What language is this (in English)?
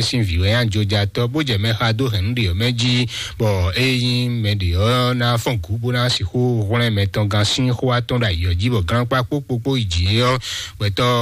Fon